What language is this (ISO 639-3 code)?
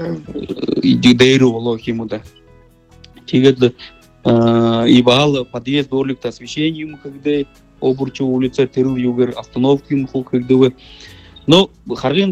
bua